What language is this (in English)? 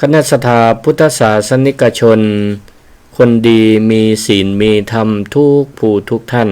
Northern Thai